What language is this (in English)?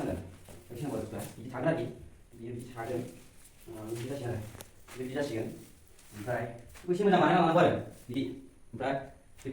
Bodo